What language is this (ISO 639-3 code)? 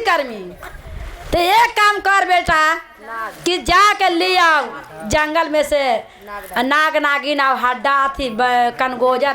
mag